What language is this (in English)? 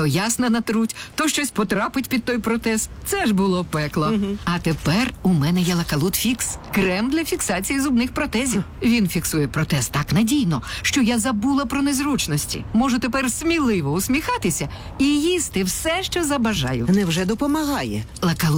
Ukrainian